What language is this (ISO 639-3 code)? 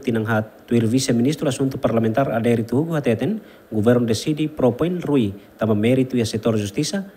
tet